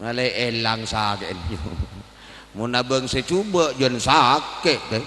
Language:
Madurese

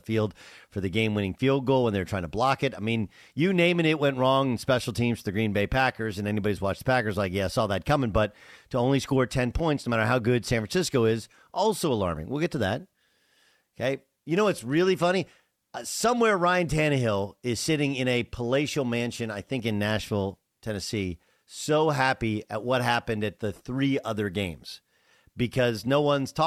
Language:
English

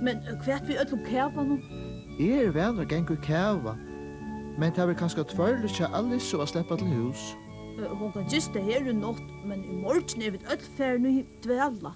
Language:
Faroese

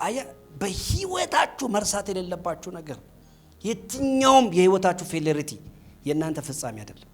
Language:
Amharic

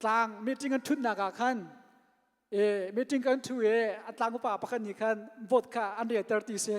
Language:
Hakha Chin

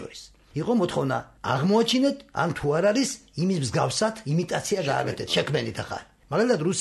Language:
Georgian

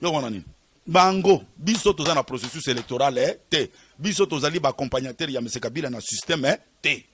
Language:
Lingala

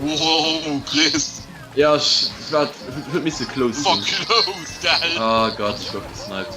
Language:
Luxembourgish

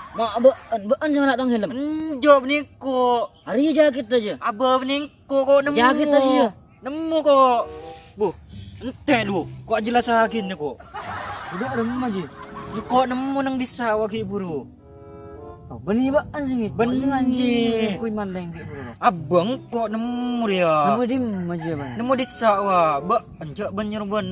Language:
Madurese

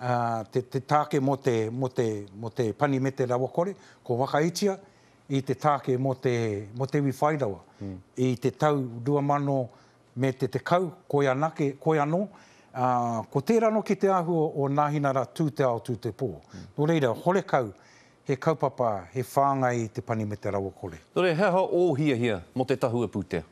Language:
Māori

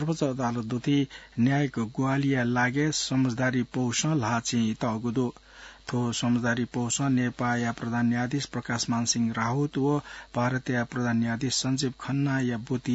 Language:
Newari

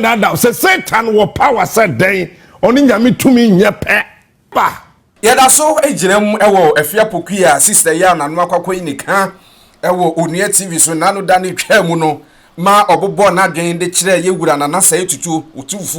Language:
Akan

